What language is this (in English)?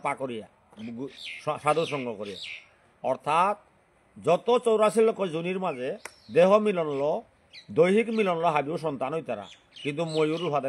Bishnupriya